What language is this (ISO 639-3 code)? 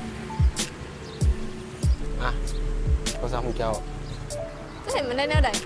lao